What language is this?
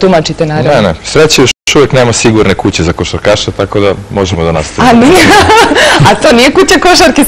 Serbian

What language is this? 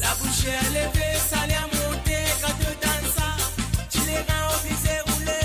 Morisyen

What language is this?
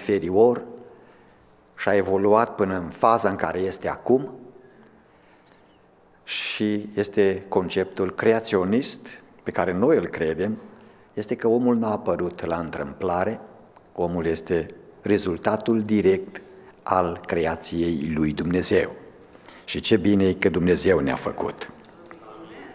Romanian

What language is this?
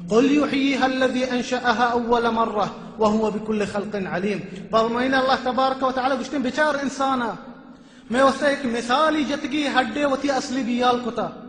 Baluchi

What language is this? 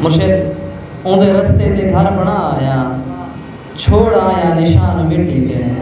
Saraiki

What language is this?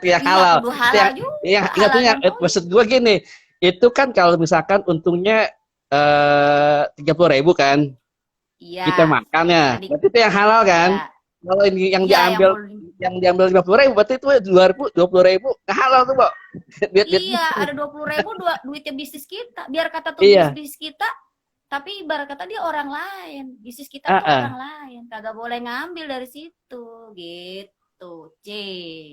Betawi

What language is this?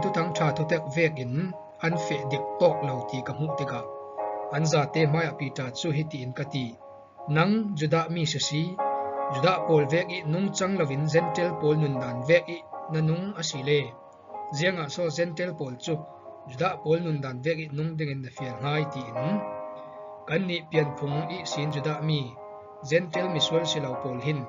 Falam Chin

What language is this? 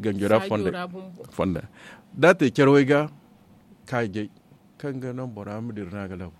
Zarma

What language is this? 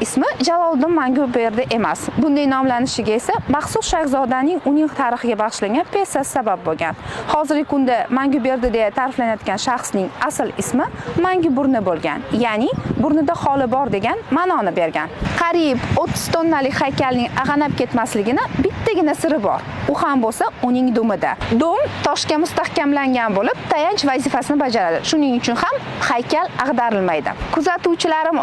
Uzbek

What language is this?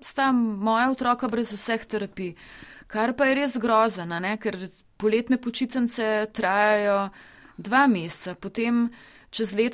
Slovenian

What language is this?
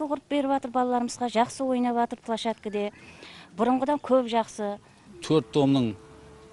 Kara-Kalpak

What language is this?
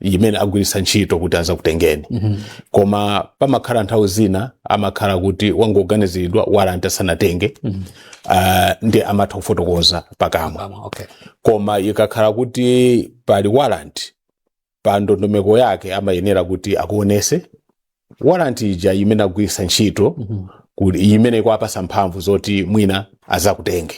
Nyanja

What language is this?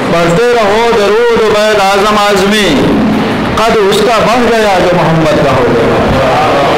Urdu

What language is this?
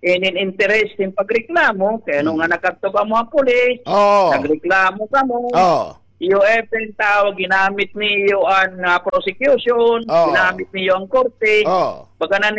Waray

